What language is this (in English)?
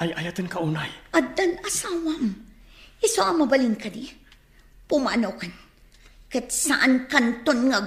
Iloko